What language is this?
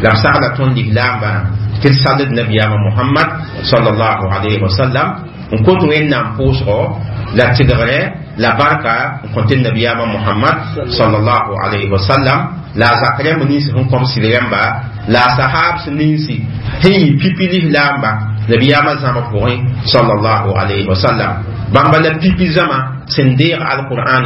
Mossi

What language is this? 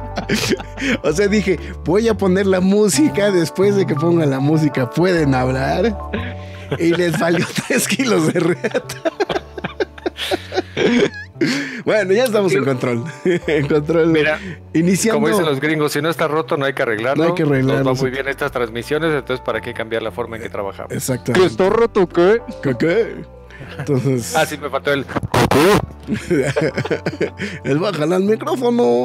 Spanish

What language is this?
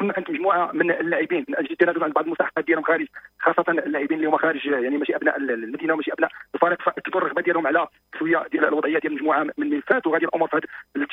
Moroccan Arabic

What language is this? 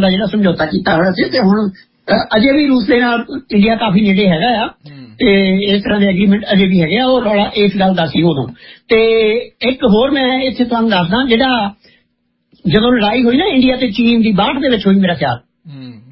Punjabi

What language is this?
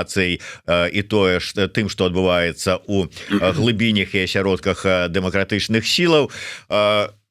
Belarusian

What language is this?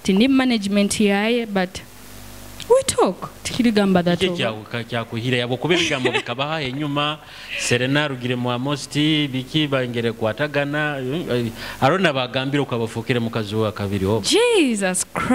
Nyoro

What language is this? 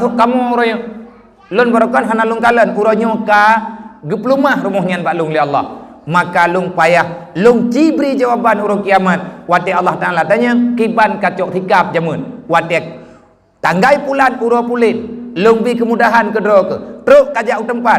Achinese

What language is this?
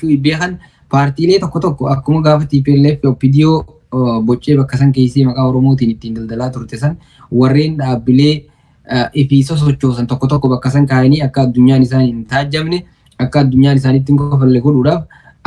Oromo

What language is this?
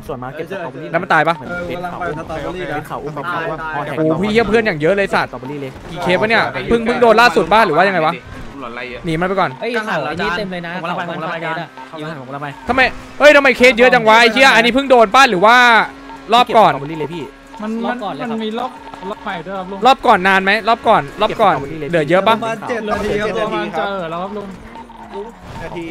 Thai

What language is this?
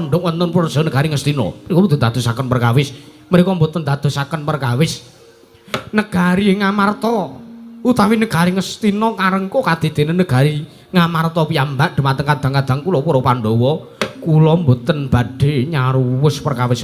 Javanese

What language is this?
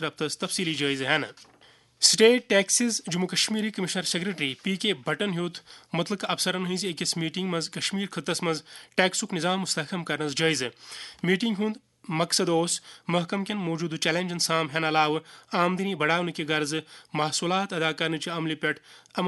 Kashmiri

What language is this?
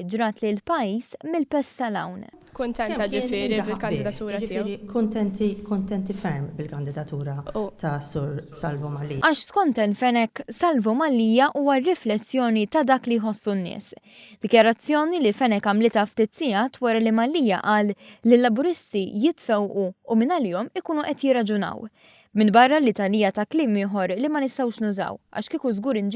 Maltese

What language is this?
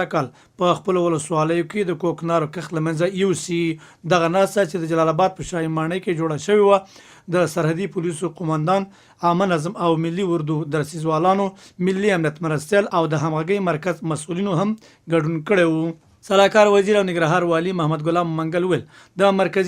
Pashto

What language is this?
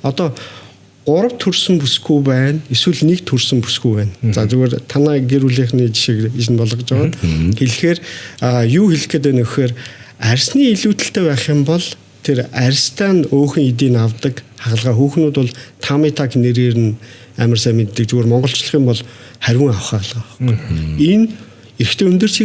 Mongolian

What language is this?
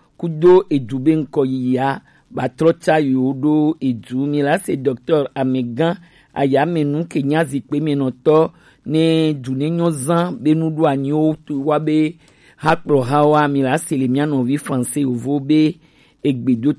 Gen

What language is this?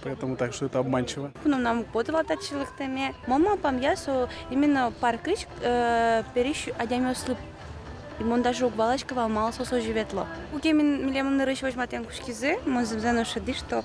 Udmurt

